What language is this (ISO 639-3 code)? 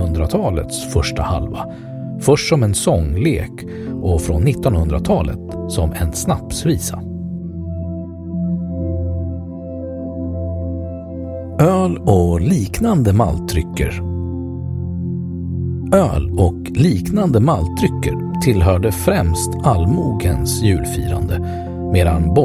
swe